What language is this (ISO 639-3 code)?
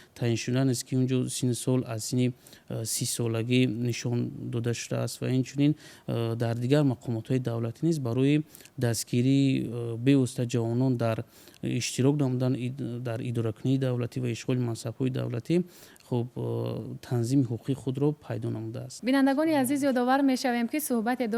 tgk